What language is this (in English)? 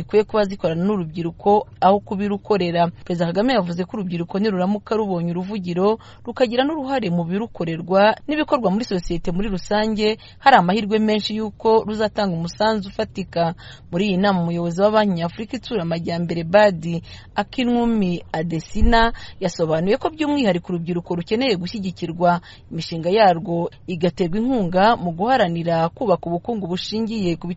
Kinyarwanda